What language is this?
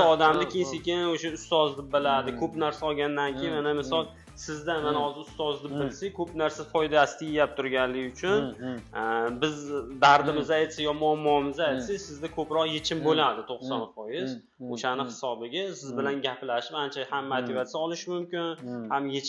Uzbek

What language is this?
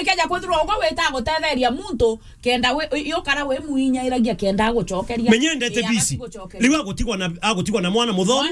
Meru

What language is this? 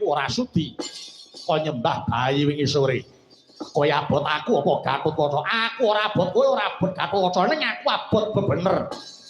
Javanese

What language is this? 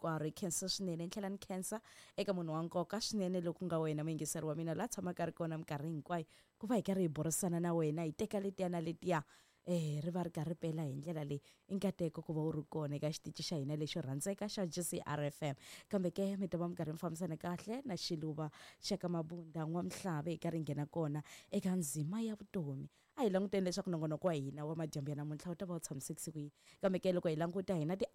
Tsonga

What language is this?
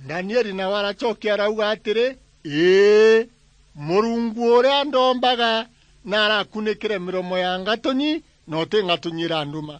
Meru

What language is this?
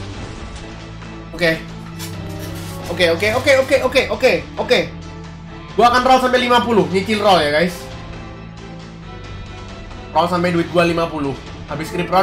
Indonesian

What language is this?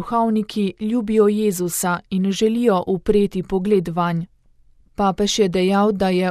Slovenian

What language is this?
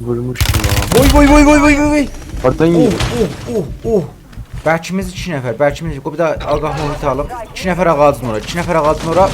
South Azerbaijani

